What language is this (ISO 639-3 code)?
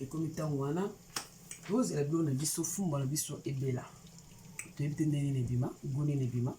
lin